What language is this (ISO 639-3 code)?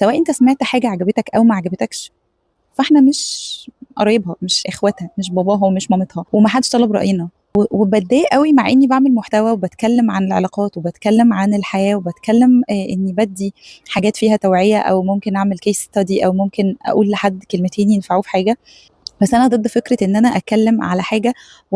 arz